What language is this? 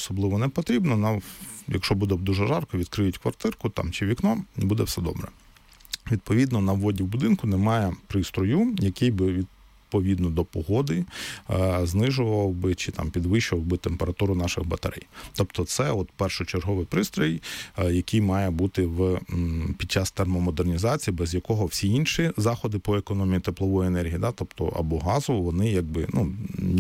Ukrainian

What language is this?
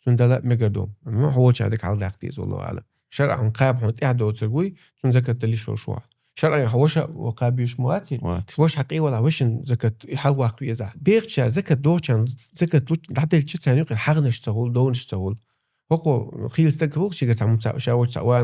Chechen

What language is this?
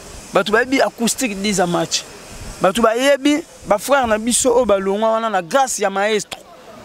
Lingala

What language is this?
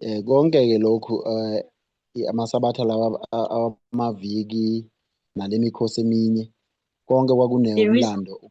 Zulu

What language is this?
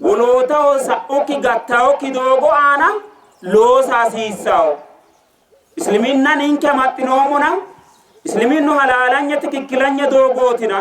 Sidamo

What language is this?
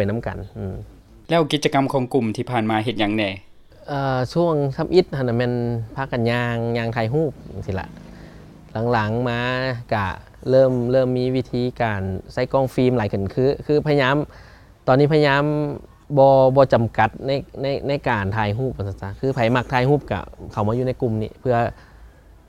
Lao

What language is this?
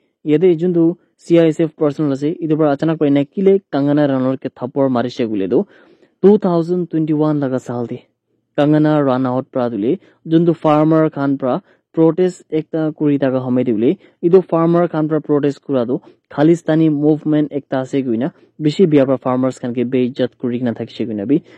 Naga Pidgin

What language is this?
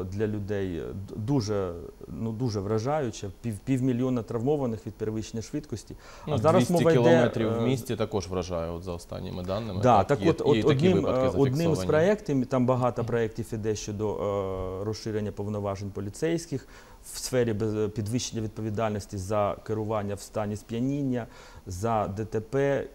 Ukrainian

